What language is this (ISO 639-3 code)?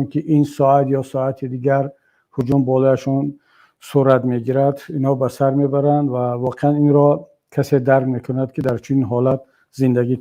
tgk